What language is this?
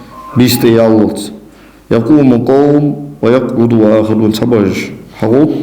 Ingush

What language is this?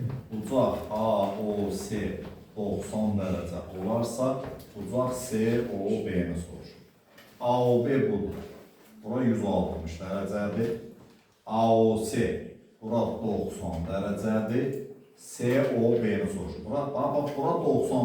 Azerbaijani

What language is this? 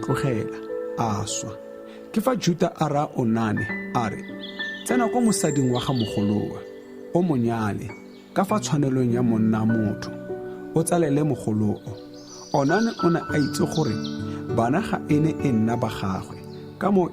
Tswana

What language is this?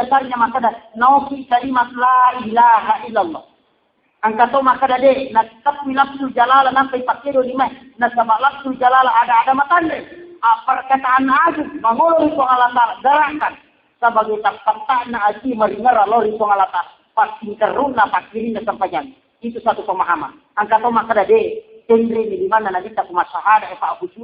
Buginese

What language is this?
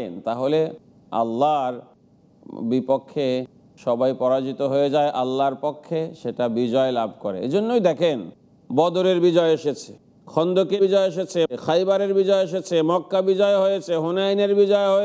Bangla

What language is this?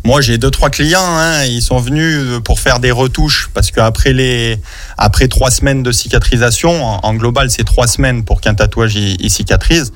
French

